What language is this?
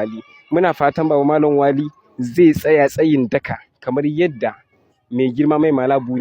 Hausa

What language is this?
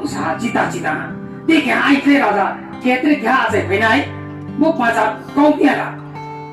Riang (India)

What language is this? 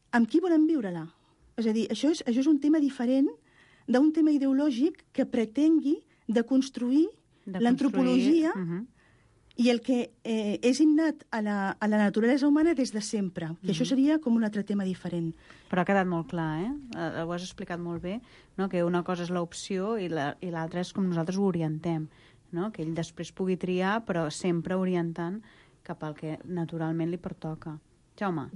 Catalan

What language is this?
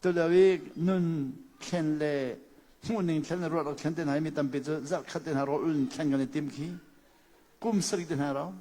Hakha Chin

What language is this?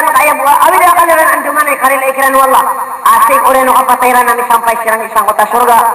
Maranao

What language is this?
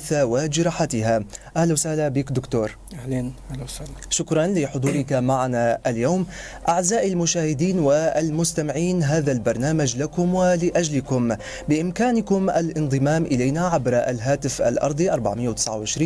North Levantine Arabic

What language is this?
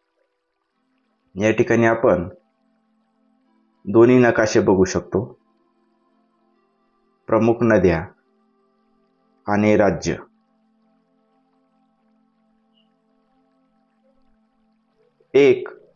Marathi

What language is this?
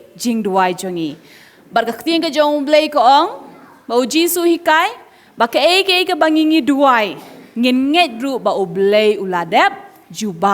Khasi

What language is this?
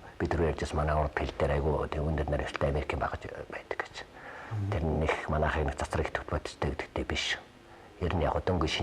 Mongolian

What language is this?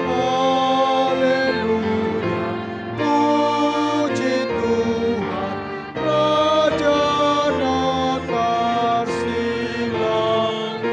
Batak Toba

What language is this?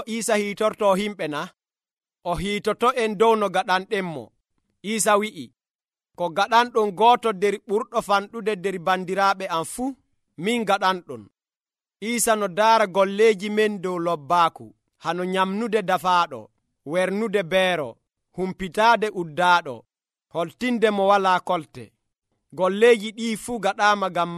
Nigerian Fulfulde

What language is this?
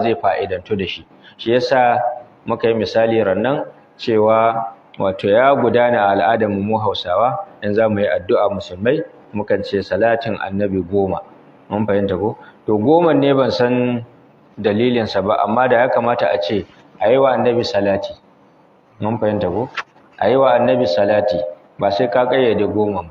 Hausa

